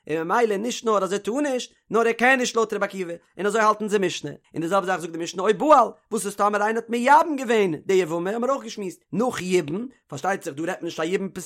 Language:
Yiddish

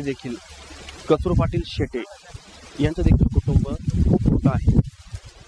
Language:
Marathi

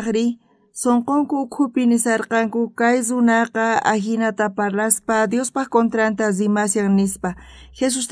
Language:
South Bolivian Quechua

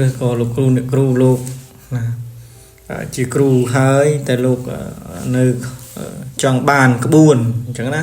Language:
Khmer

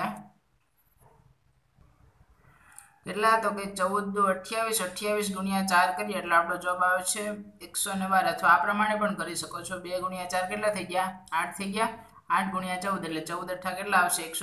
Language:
Gujarati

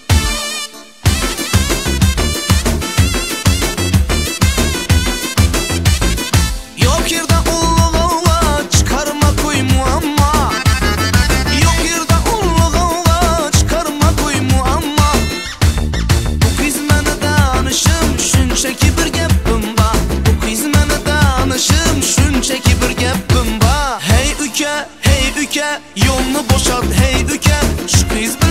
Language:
Turkish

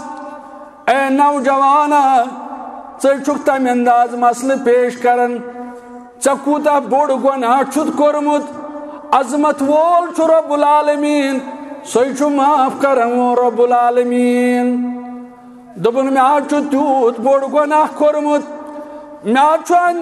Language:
Kashmiri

